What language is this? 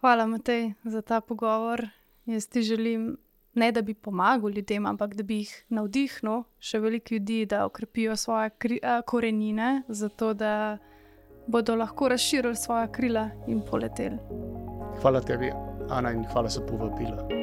Slovenian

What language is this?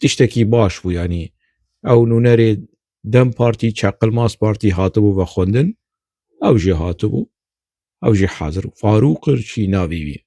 Kurdish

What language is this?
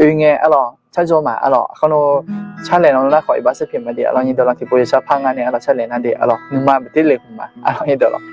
Akha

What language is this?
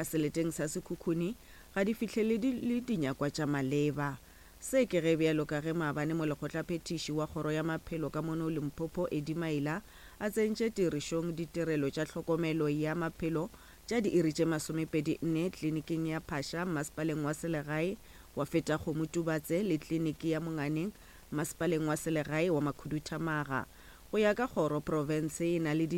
Northern Sotho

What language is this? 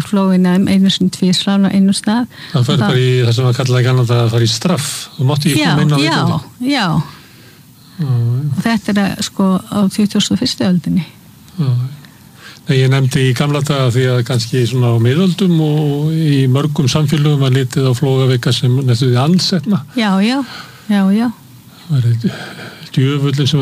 Icelandic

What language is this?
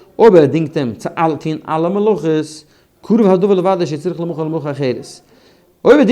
Yiddish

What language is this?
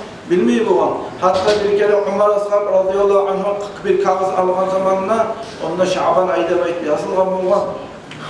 Kumyk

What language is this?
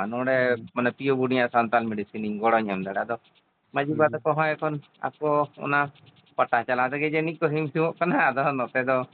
Santali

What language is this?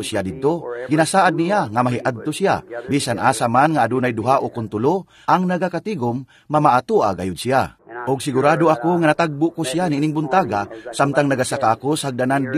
Cebuano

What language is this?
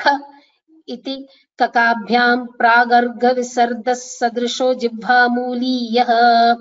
Sanskrit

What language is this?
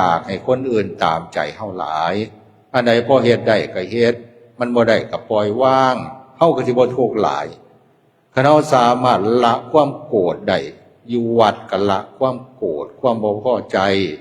Lao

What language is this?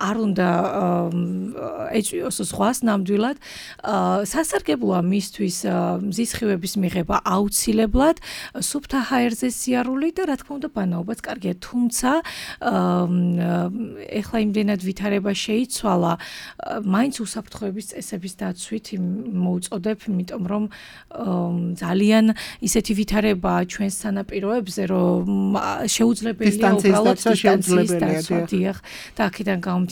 Georgian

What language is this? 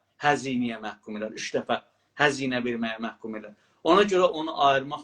South Azerbaijani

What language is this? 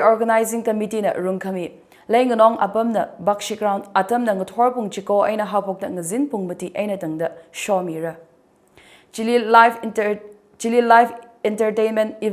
Tangkhul Naga (India)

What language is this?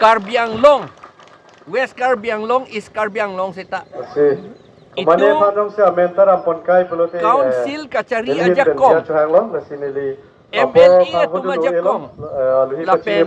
Karbi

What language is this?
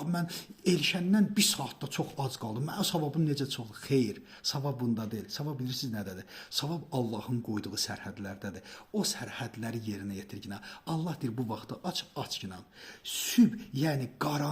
Azerbaijani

